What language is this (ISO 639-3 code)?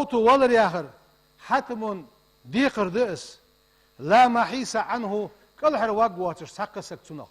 inh